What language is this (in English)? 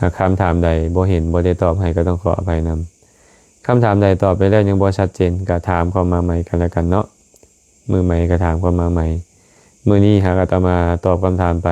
Lao